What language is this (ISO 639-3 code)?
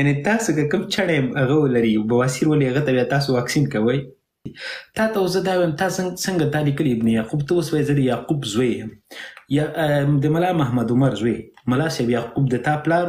pus